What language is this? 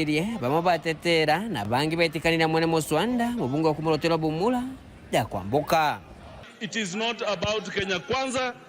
Meru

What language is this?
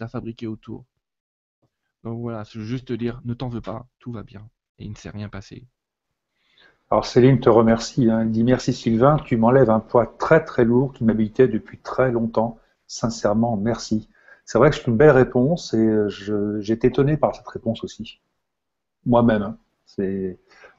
French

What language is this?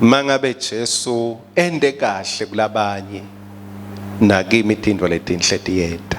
Swati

